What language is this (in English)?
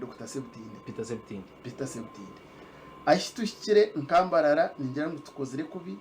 Nyankole